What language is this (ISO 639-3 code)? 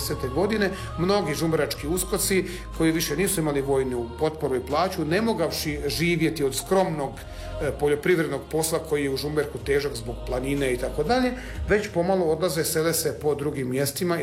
hrv